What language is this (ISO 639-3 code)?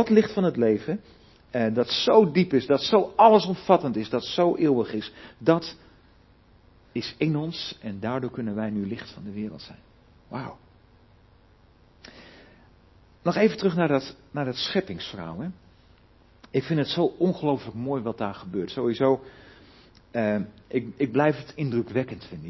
nld